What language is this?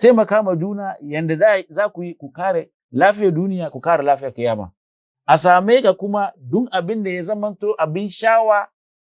Hausa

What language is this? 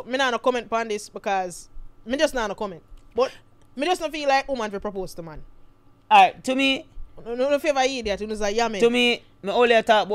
Jamaican Creole English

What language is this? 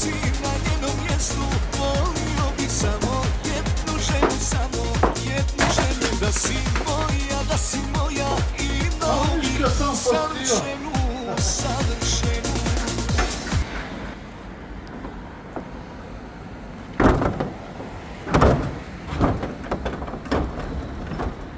Croatian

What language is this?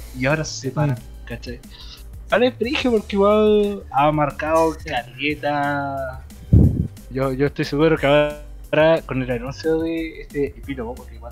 Spanish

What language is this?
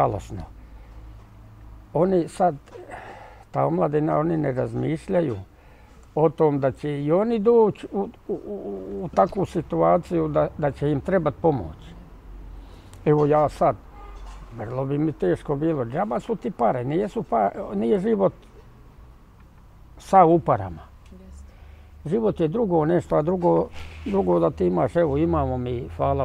Bosnian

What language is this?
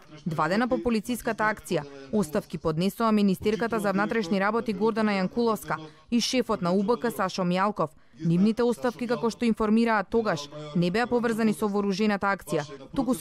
Macedonian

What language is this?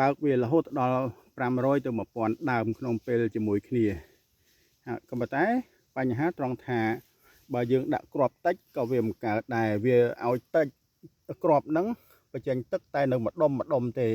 Khmer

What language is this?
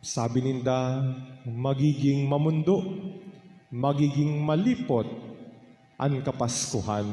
Bikol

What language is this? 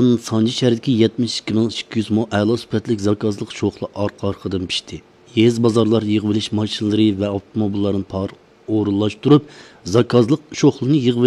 Uyghur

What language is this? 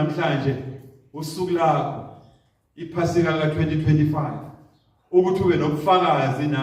Zulu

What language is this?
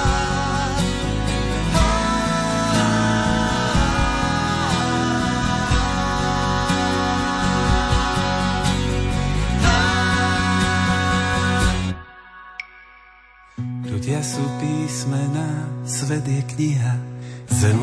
Slovak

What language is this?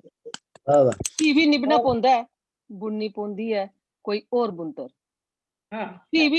Dogri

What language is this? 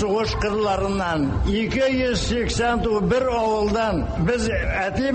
Tatar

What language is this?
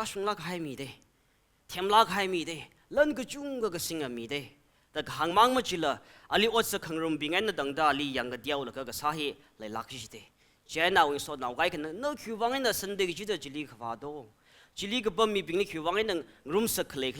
Tangkhul Naga (India)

